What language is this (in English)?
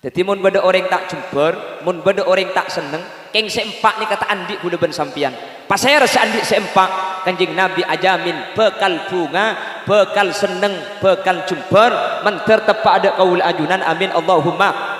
Madurese